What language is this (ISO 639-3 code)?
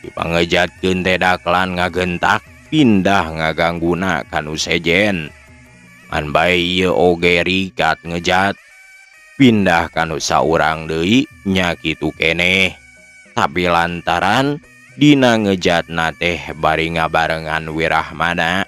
sun